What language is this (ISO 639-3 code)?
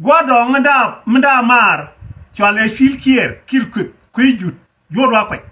nus